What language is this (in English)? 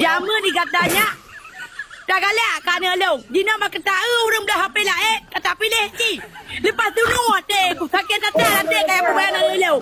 Achinese